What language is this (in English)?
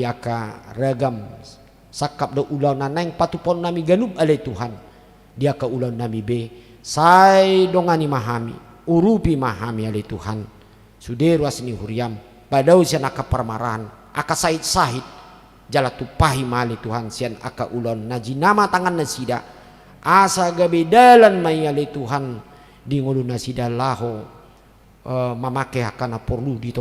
Batak Toba